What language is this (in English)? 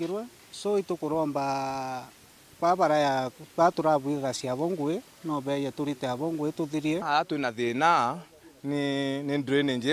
Meru